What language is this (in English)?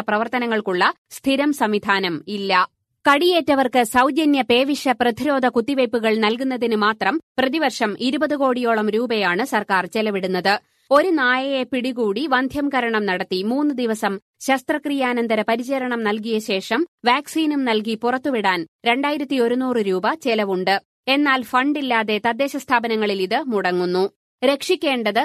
Malayalam